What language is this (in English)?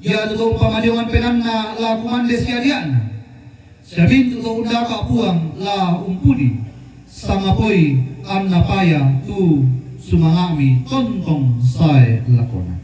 Toraja-Sa'dan